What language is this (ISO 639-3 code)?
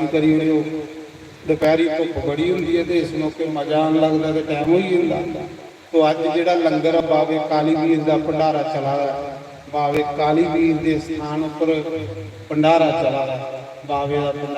doi